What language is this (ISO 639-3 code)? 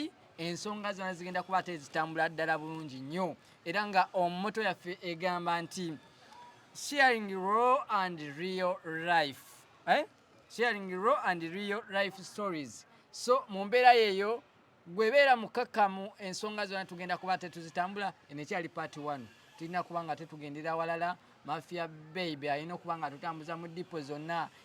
lug